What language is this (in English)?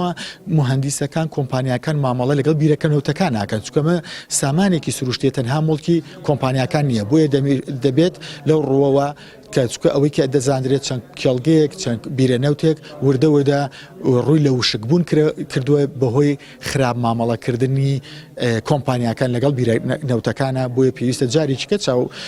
Central Kurdish